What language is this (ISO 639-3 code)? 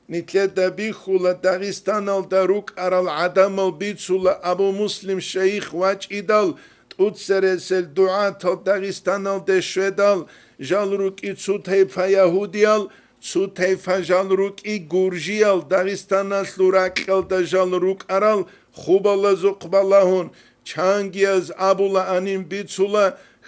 ava